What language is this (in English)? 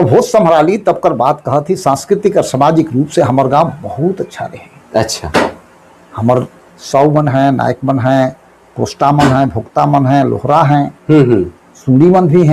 Sadri